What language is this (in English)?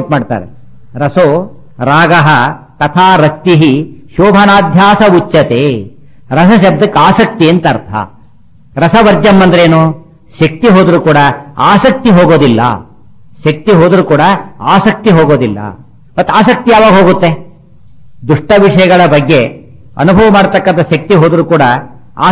Kannada